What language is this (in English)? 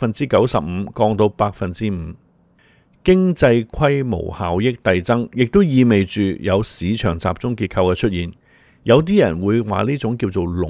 Cantonese